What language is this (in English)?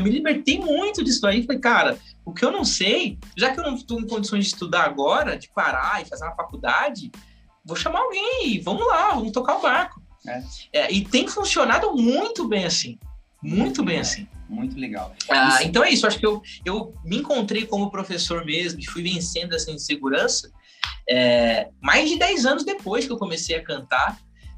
Portuguese